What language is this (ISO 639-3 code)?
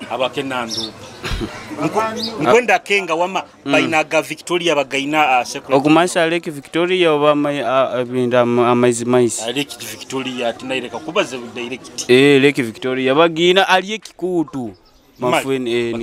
nyo